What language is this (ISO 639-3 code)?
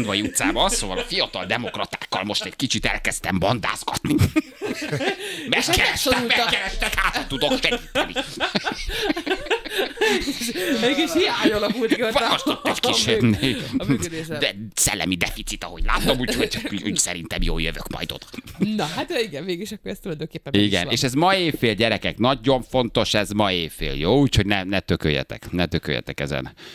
hun